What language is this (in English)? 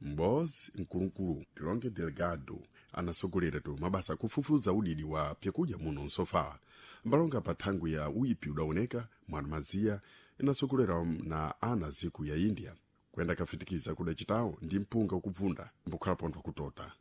Sena